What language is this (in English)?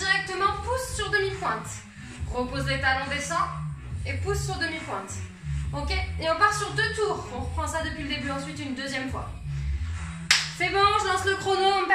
French